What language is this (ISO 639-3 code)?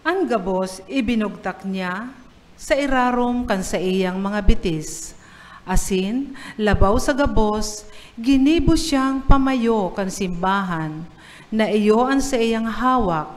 bik